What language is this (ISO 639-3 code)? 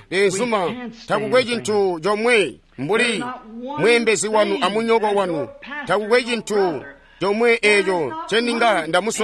toi